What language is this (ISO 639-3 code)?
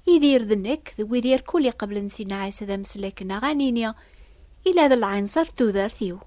kab